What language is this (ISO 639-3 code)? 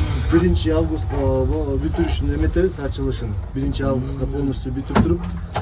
kir